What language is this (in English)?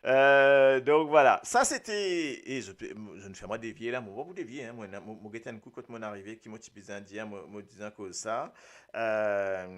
Morisyen